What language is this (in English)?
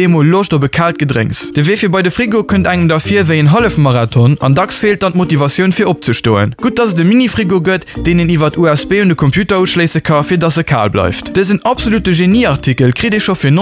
Luxembourgish